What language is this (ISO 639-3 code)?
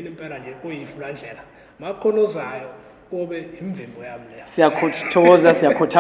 zul